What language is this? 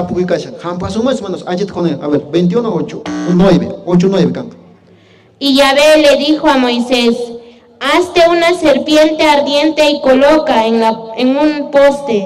Quechua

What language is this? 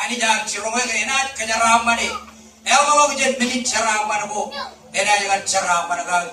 Marshallese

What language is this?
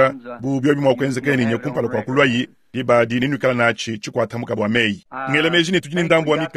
Luba-Lulua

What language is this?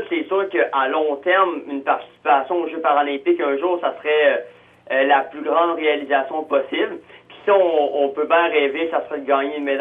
French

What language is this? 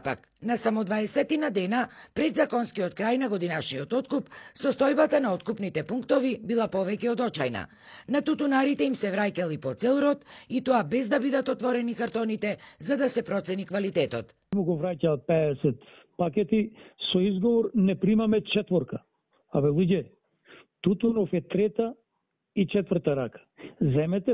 Macedonian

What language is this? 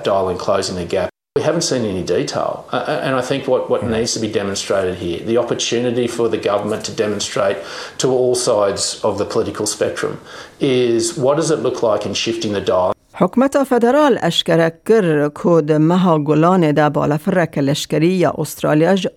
Kurdish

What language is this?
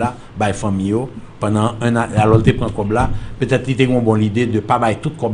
Haitian Creole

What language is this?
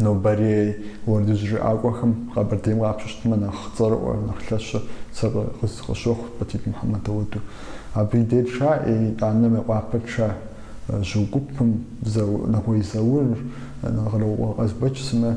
Kabardian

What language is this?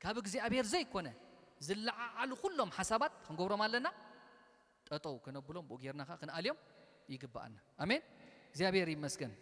Tigrinya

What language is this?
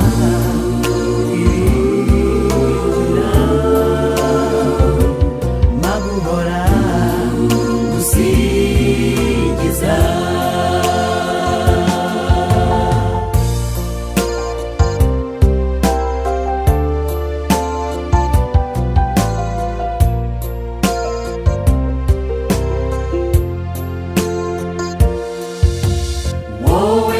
Kinyarwanda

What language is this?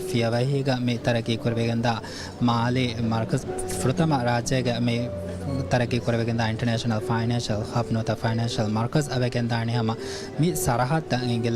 Divehi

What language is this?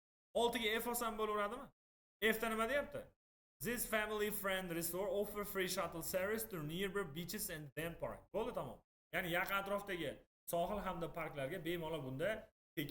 Uzbek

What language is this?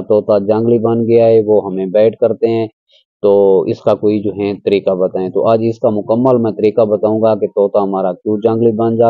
Urdu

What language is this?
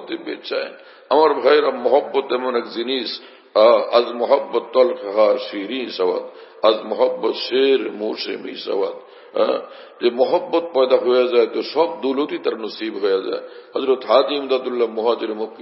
Bangla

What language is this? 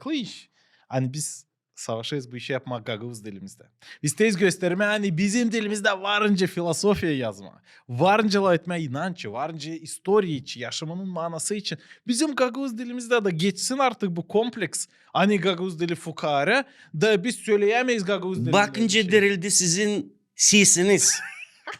Gagauz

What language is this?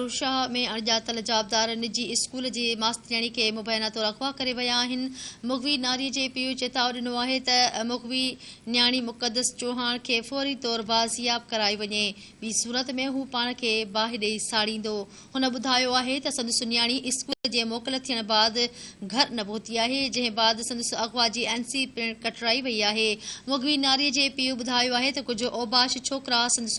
Sindhi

